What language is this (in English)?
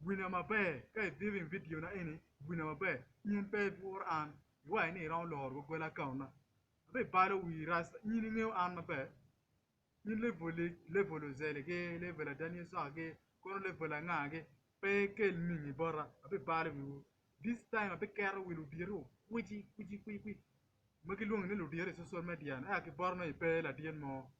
Acoli